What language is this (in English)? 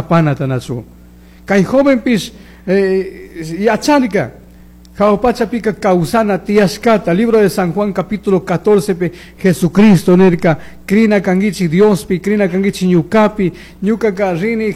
Chimborazo Highland Quichua